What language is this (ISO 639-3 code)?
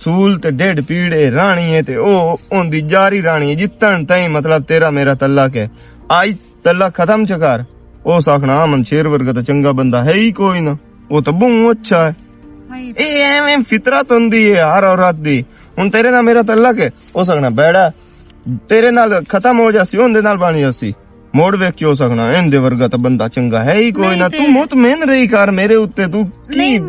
lah